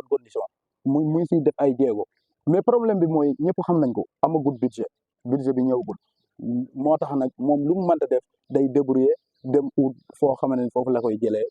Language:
Wolof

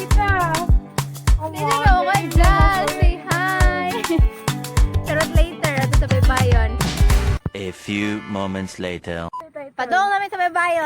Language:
Cebuano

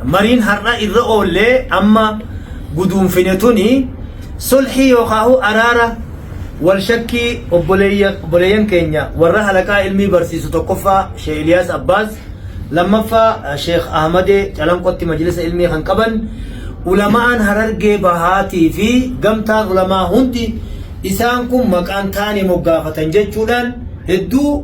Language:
Oromo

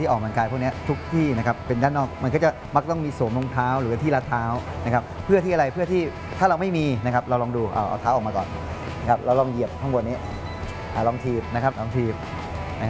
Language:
Thai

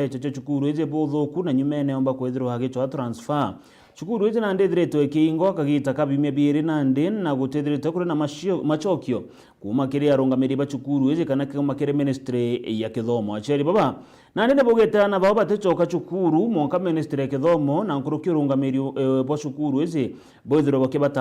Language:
Meru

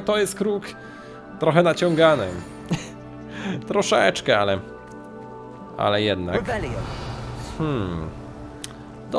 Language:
Polish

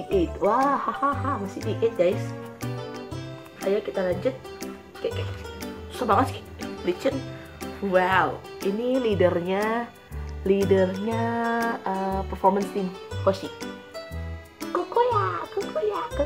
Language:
Indonesian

